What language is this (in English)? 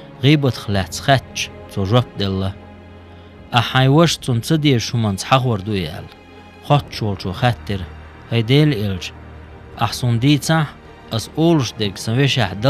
Chechen